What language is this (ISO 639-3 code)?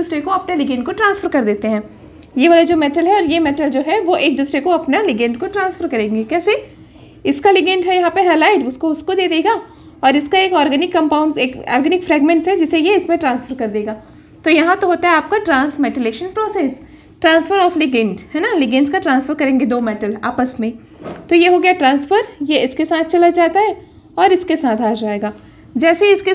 hin